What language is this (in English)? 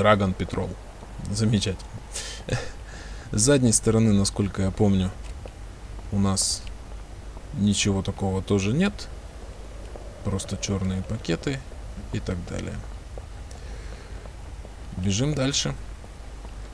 Russian